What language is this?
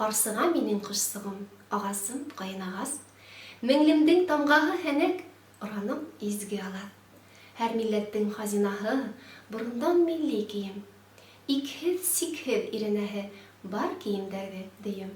Bashkir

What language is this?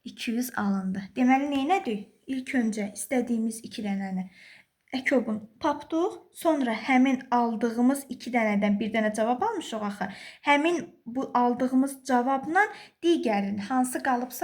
Azerbaijani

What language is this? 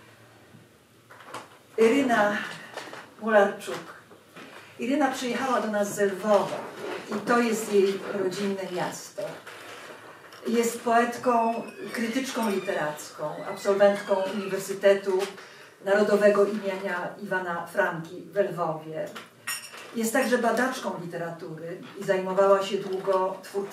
Polish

